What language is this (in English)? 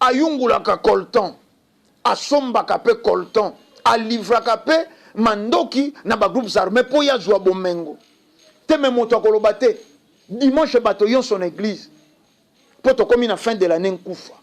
Lingala